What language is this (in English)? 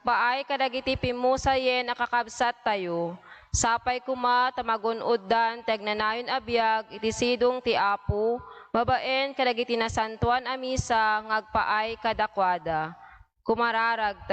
Iloko